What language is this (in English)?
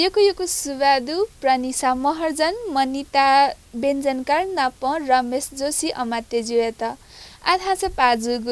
Newari